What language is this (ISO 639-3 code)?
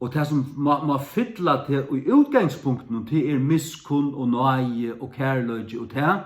fao